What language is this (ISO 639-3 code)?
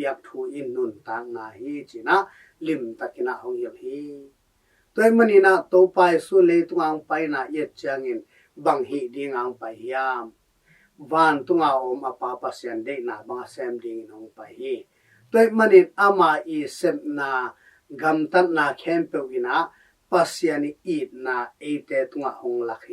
ctd